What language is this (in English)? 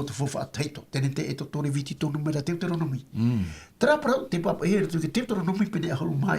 Tahitian